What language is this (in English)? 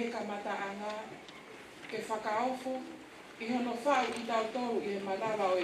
Tongan